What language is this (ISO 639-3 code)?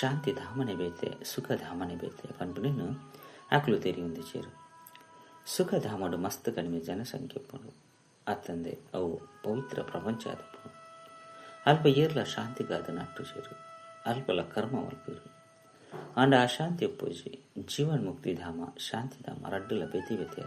tcy